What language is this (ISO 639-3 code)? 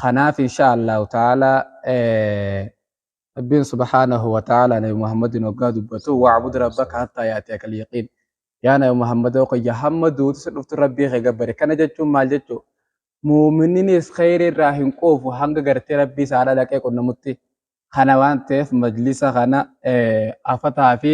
orm